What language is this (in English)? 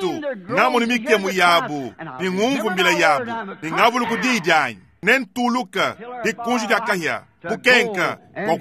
Luba-Lulua